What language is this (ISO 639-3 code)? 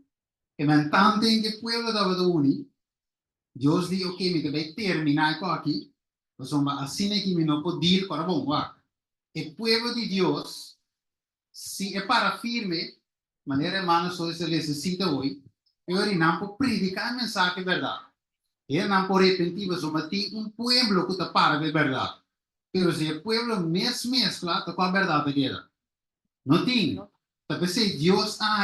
pap